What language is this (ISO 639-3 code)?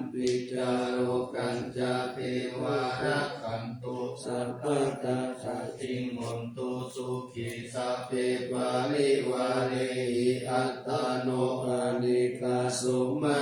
pli